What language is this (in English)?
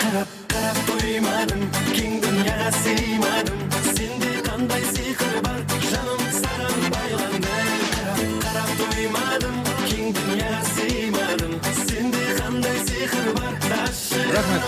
Kara-Kalpak